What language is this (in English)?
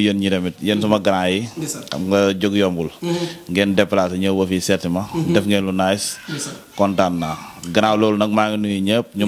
Wolof